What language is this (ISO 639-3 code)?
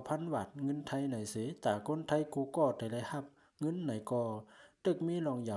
shn